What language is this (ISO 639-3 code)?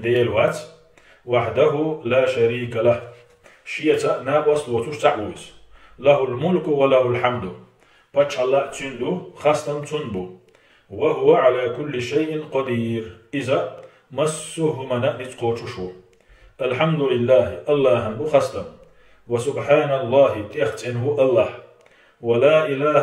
che